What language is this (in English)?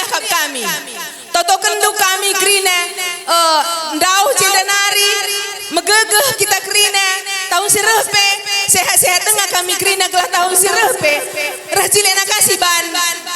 Batak Karo